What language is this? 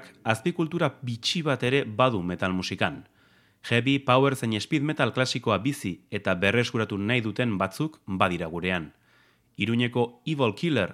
Basque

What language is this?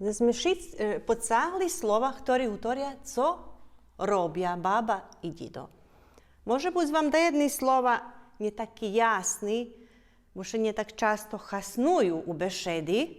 Rusyn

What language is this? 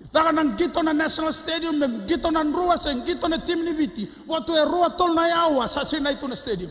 Fijian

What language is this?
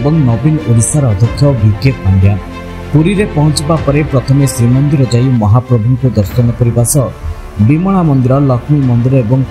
Odia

